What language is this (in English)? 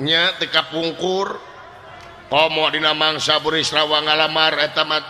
Sundanese